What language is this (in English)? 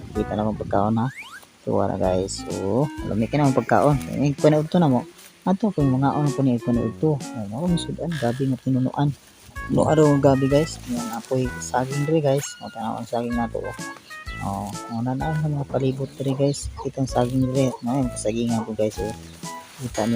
Cebuano